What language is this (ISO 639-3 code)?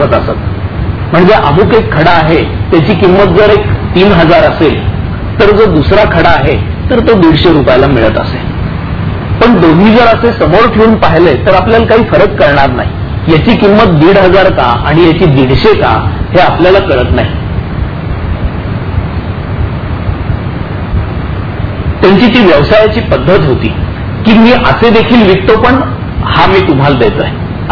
mar